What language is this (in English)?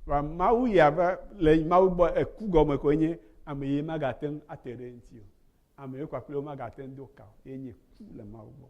Ewe